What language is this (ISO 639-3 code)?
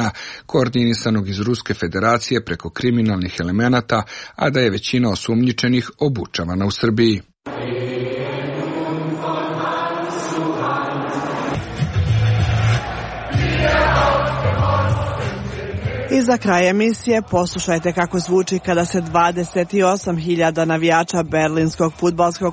srp